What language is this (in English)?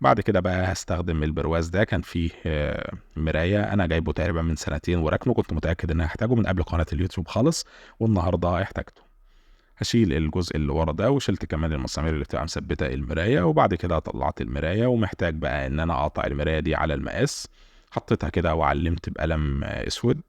Egyptian Arabic